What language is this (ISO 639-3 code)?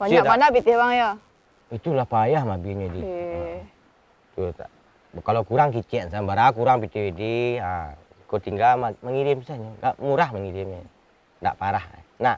min